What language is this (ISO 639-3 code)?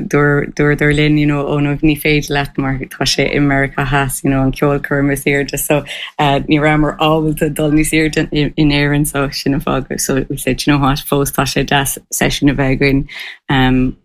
gle